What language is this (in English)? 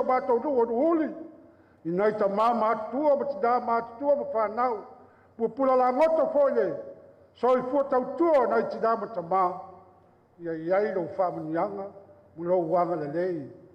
Samoan